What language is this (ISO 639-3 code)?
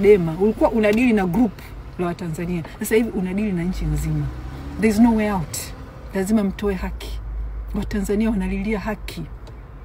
swa